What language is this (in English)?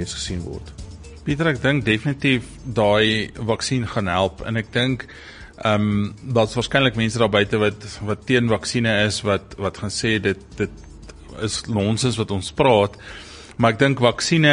Afrikaans